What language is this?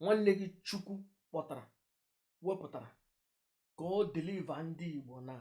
Igbo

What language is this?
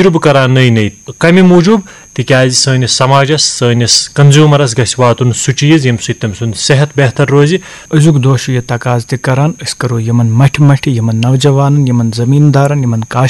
Kashmiri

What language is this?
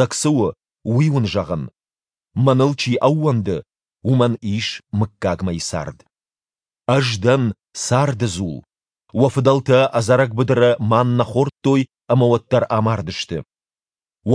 Ossetic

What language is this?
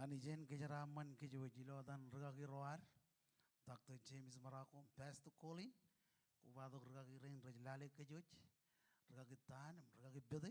Marshallese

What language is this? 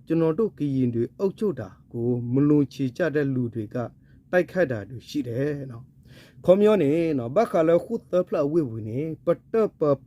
S'gaw Karen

